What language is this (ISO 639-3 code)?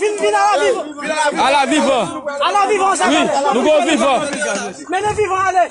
hat